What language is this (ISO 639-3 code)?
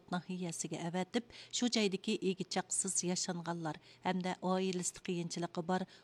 uig